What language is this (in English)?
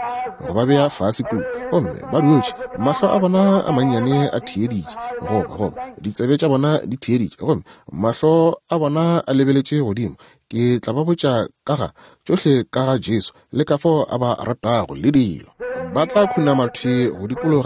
Northern Sotho